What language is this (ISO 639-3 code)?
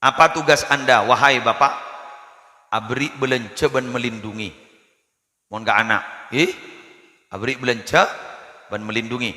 mad